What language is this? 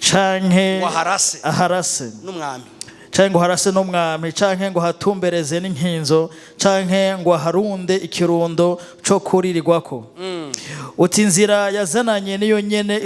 Rundi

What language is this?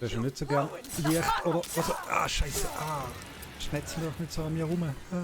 Swiss German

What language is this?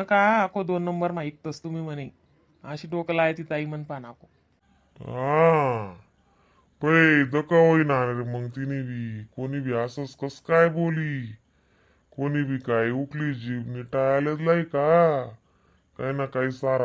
Khandesi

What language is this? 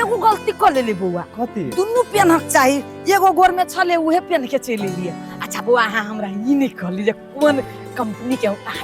Maithili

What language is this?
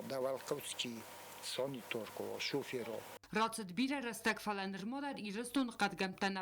Ossetic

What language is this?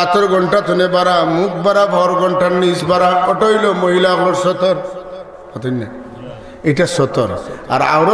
Sylheti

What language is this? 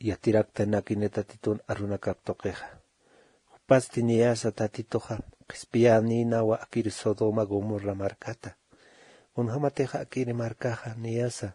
Aymara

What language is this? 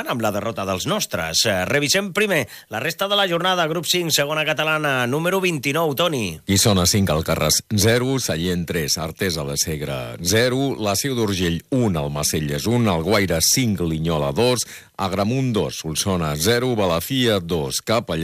Catalan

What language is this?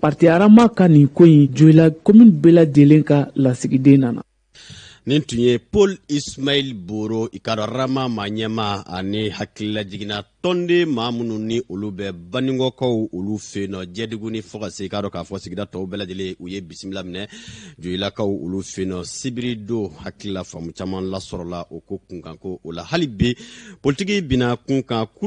Bambara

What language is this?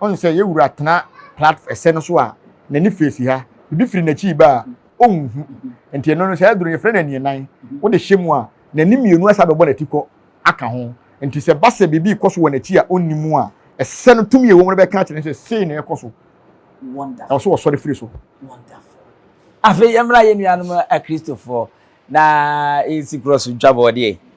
Akan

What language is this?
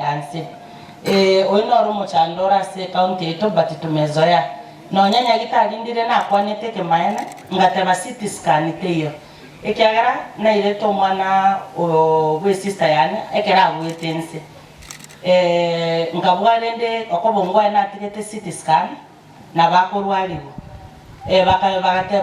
Gusii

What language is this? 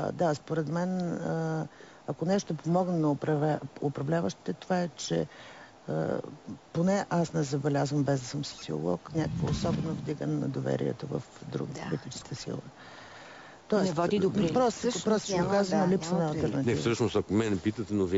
Bulgarian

